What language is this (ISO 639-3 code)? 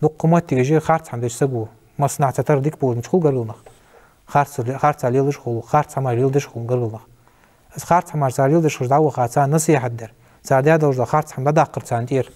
inh